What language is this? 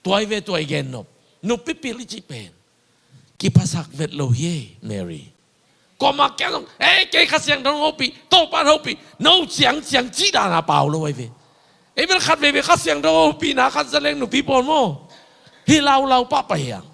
Tedim Chin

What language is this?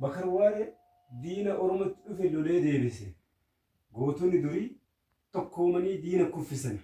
Oromo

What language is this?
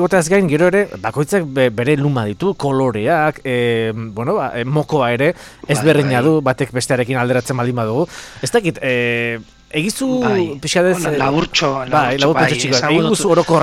Basque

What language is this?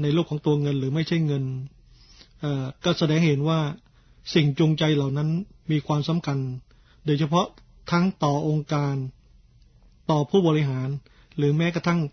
Thai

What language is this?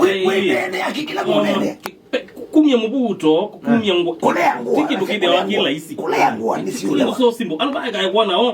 Kamba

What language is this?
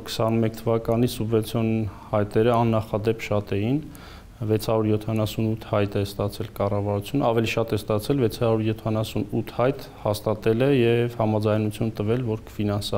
Armenian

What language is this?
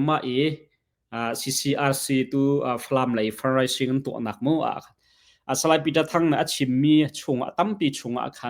Hakha Chin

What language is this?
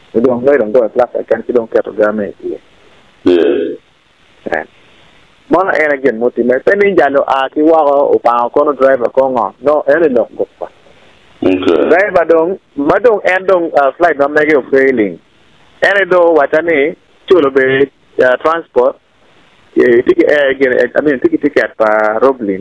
Acoli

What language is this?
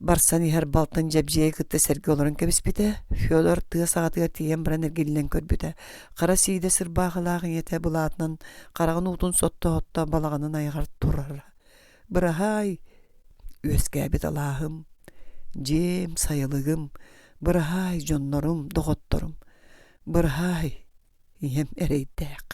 Yakut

